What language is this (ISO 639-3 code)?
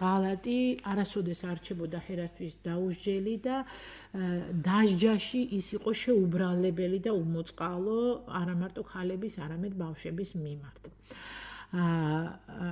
kat